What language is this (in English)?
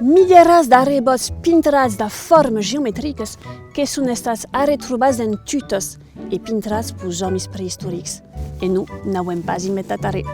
Occitan